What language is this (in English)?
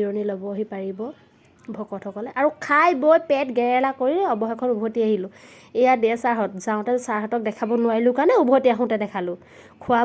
Assamese